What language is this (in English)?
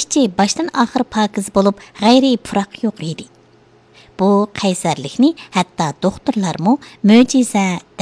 Uyghur